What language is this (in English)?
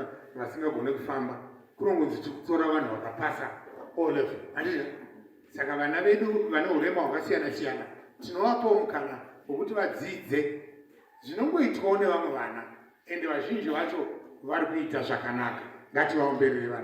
Shona